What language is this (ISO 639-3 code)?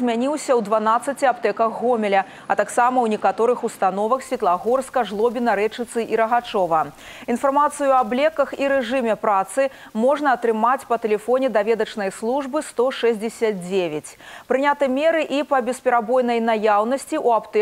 bel